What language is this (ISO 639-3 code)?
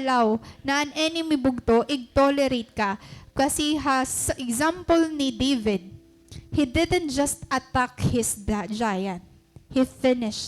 war